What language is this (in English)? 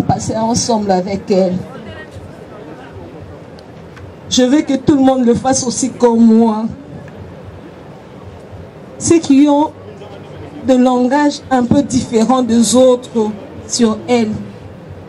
French